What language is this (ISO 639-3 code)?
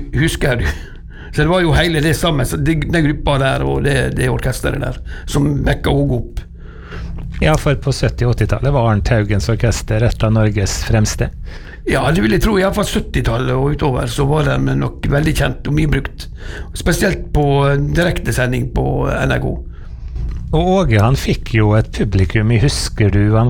nor